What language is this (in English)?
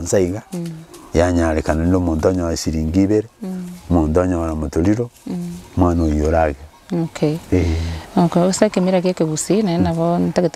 Gusii